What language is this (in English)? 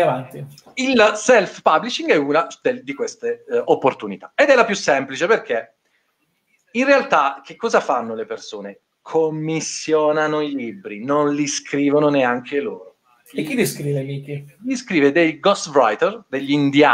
Italian